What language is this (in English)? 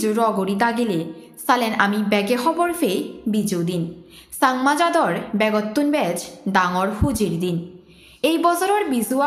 Chakma